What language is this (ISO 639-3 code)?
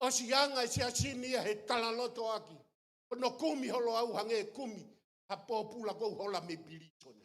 ton